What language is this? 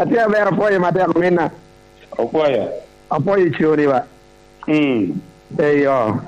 Lango (Uganda)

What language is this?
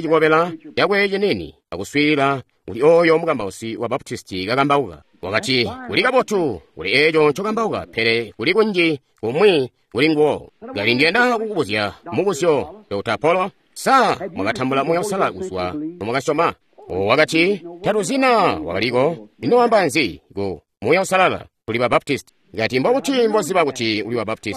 Tonga (Zambia)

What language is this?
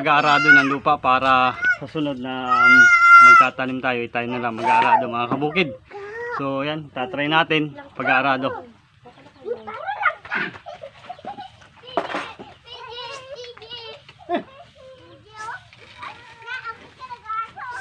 Filipino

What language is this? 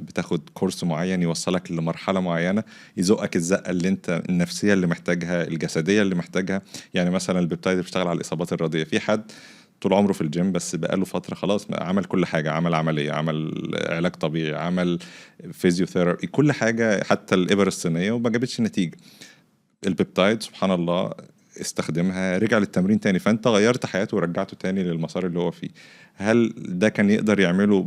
Egyptian Arabic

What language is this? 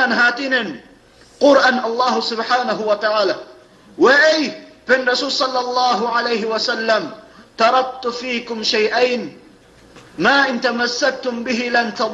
Yakan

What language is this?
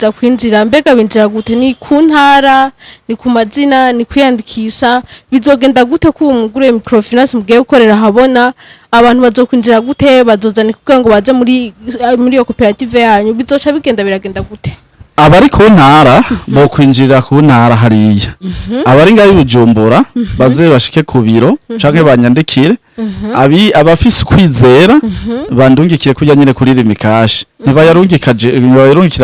Rundi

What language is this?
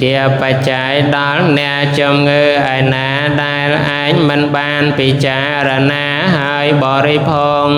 Khmer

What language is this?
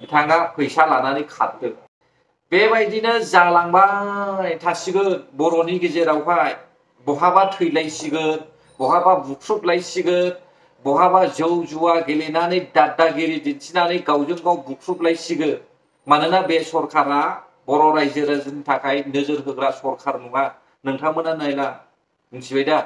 Bodo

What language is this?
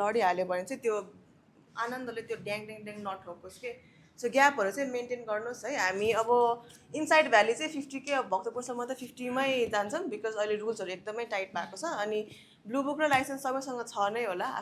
Nepali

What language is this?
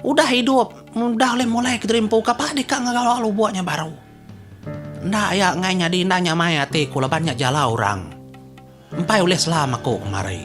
Iban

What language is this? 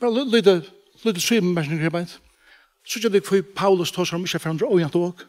Faroese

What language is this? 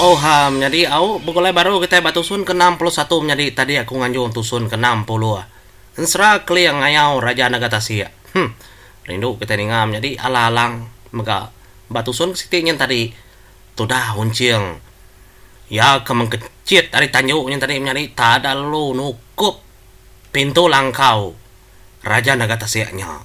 Iban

